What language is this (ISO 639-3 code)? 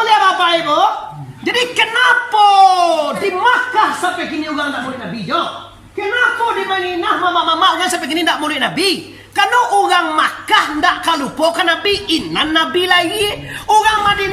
min